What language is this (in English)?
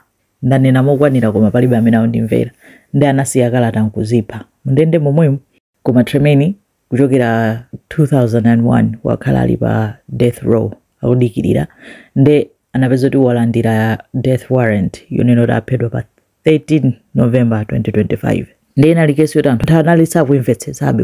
Nyanja